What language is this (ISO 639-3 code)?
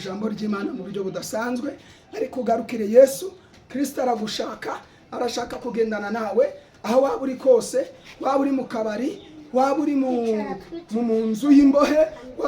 kin